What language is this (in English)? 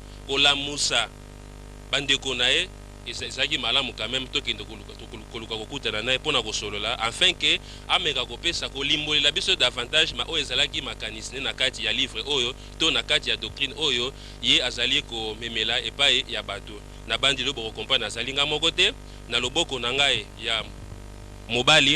Lingala